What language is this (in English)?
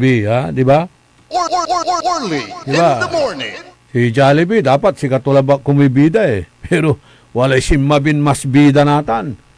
Pangasinan